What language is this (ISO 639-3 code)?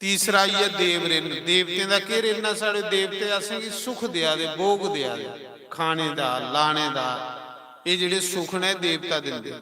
doi